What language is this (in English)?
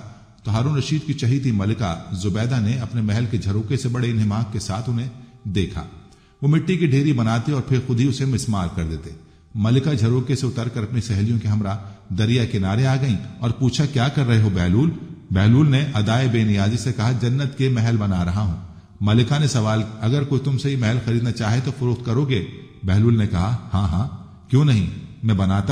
Urdu